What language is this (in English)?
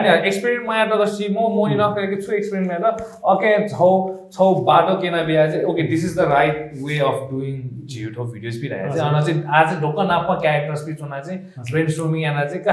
Newari